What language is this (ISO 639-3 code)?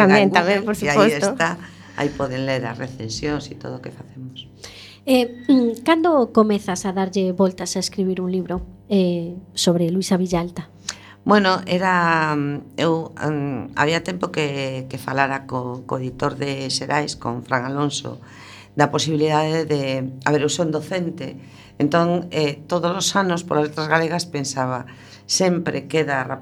glg